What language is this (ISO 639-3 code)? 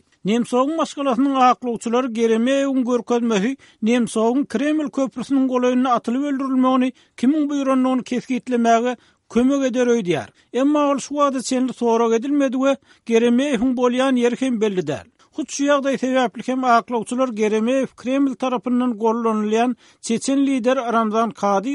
tuk